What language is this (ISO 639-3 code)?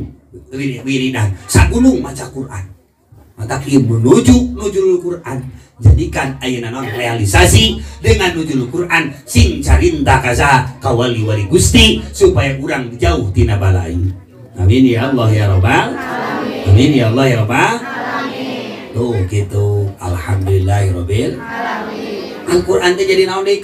sun